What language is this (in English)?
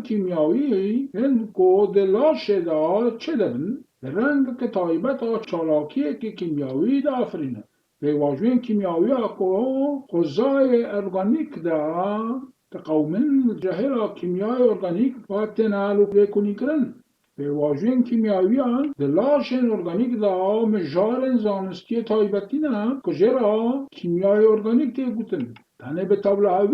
Kurdish